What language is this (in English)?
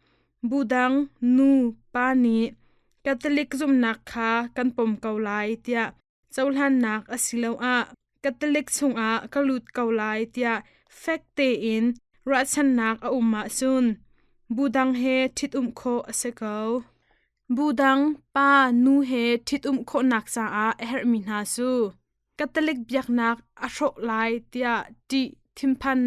Hakha Chin